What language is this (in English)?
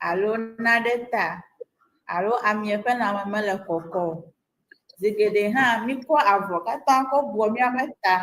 Ewe